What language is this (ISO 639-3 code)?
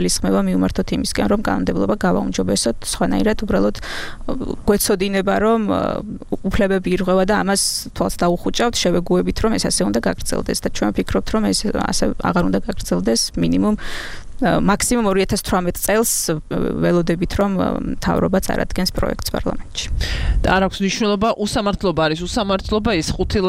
kat